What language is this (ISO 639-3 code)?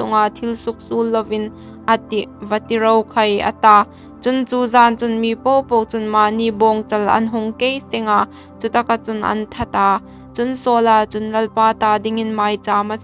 hmr